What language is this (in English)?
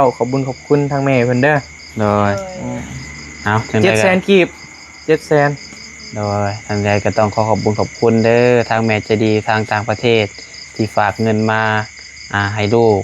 Northeastern Thai